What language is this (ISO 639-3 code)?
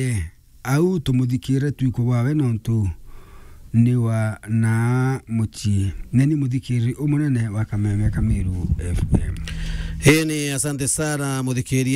mer